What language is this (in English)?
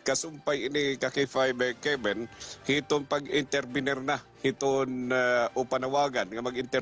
Waray